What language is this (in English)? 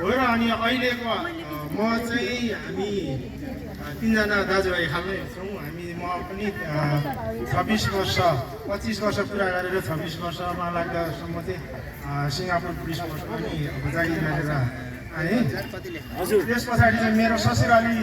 Nepali